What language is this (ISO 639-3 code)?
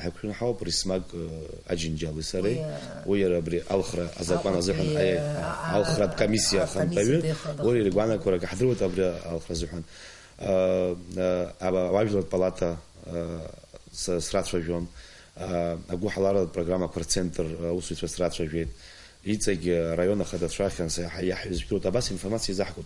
abk